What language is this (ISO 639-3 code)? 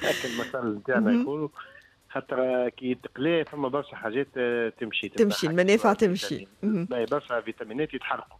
aeb